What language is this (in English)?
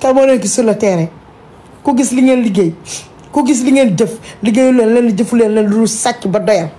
Wolof